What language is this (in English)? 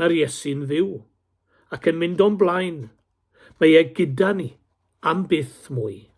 Welsh